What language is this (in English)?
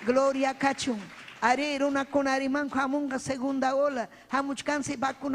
Ayacucho Quechua